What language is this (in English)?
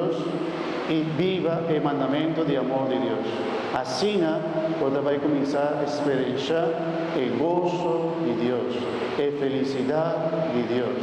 Papiamento